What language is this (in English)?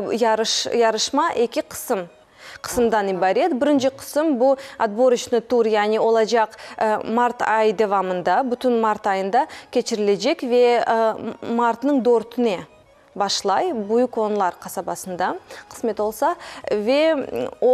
Crimean Tatar